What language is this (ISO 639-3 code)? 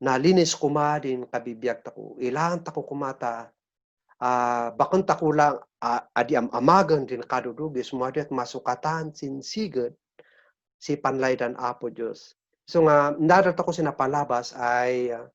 kne